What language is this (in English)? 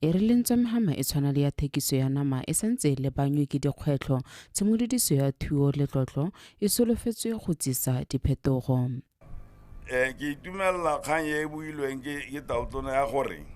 Tswana